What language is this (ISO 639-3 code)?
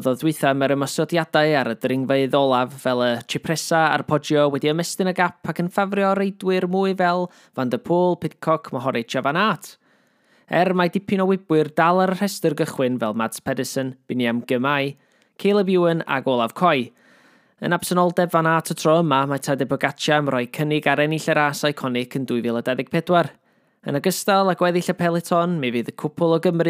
cym